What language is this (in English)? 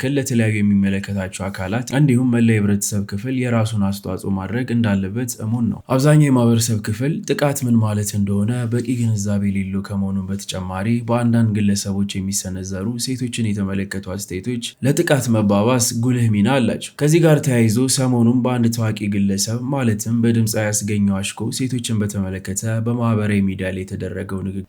Amharic